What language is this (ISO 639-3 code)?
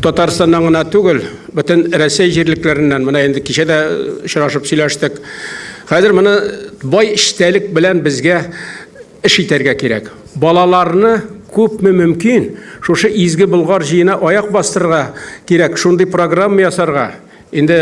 tat